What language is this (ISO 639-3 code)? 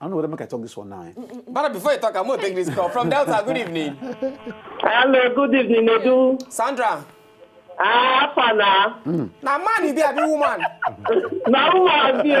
pcm